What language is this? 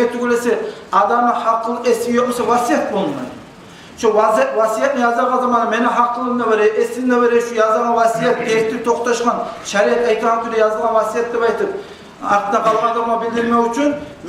Kumyk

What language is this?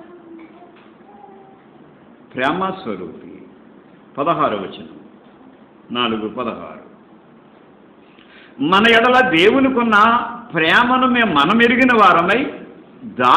Telugu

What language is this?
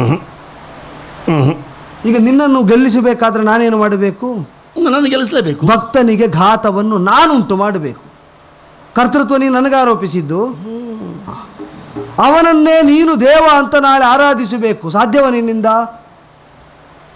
Kannada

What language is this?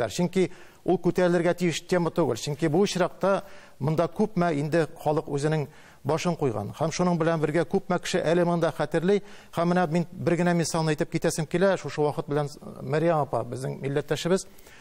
Tatar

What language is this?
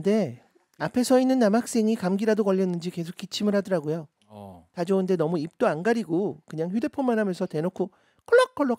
Korean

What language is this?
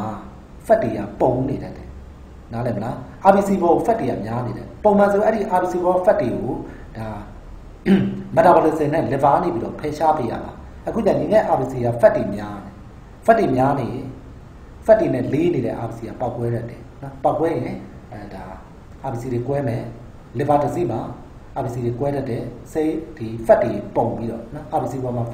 Burmese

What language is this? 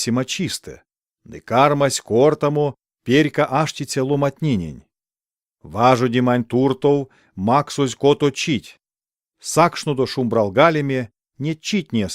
Erzya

